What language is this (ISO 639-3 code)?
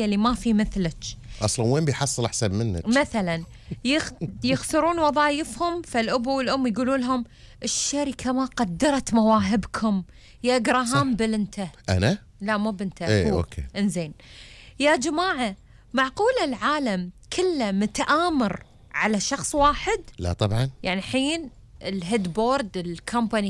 afb